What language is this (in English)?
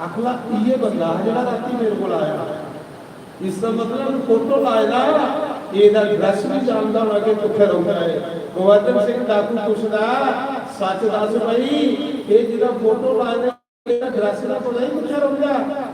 Dogri